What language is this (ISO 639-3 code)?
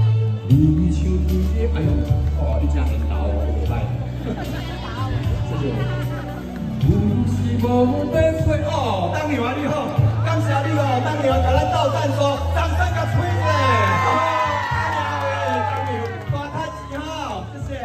nan